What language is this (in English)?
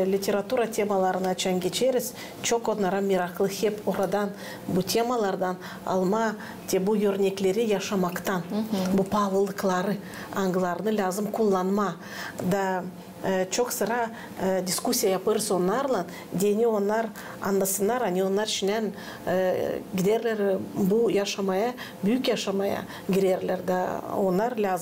Gagauz